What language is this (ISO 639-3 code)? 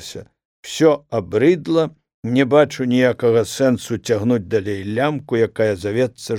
bel